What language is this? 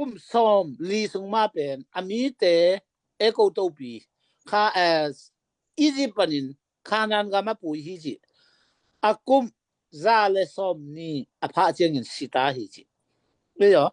Tedim Chin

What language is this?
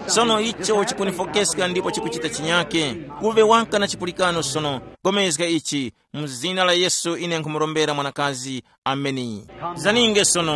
Tumbuka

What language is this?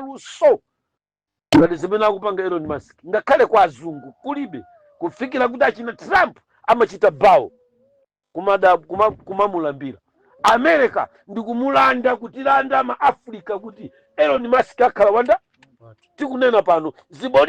Nyanja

